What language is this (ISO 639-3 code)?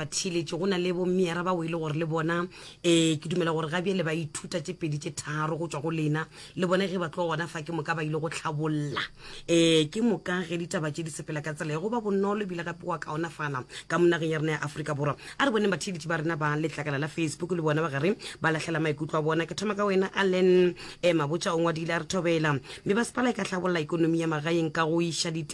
nso